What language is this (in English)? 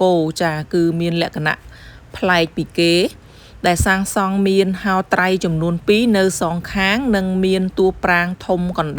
Khmer